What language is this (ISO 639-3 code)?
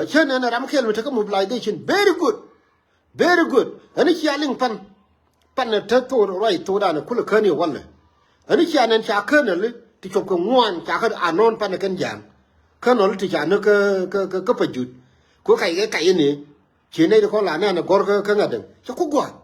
nus